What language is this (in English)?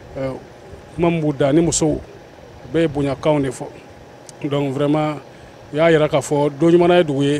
Bambara